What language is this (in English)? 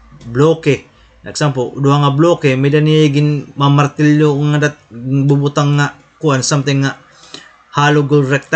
Waray